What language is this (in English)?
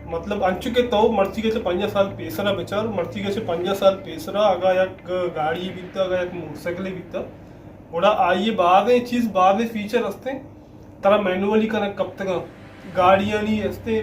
Baluchi